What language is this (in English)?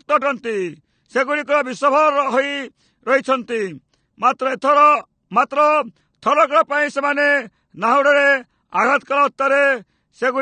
Odia